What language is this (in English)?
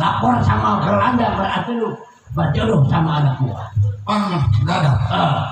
Betawi